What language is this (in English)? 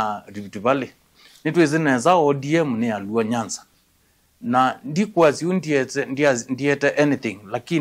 Kamba